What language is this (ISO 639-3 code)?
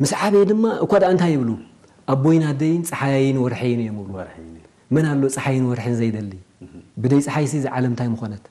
tir